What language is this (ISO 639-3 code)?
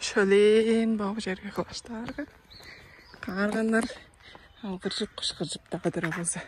tyv